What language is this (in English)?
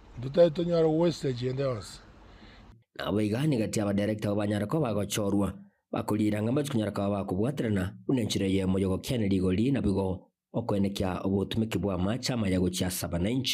Gusii